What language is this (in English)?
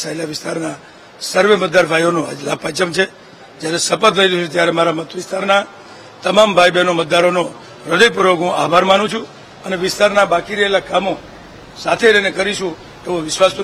Gujarati